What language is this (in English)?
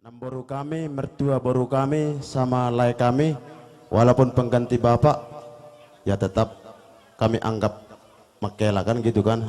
Batak Simalungun